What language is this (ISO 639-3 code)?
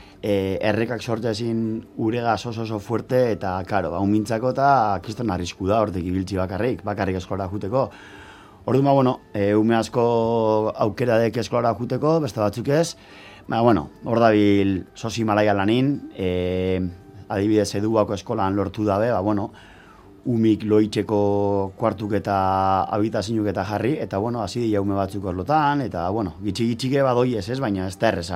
eus